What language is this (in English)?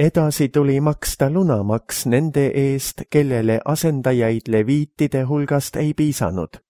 Estonian